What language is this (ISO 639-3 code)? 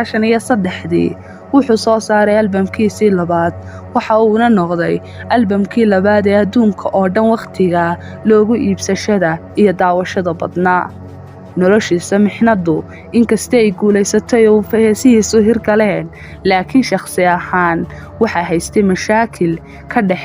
som